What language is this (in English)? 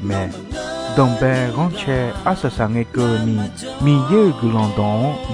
Akha